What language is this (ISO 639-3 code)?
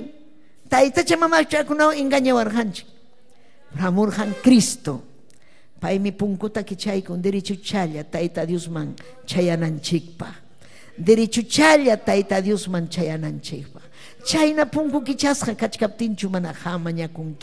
quy